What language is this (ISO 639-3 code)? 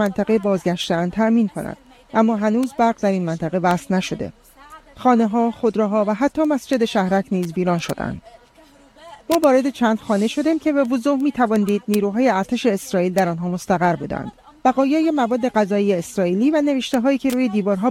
fas